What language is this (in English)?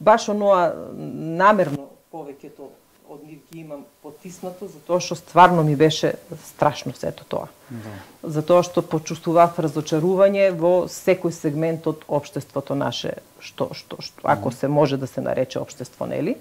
Macedonian